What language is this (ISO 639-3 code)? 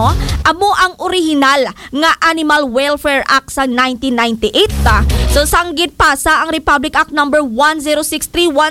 hil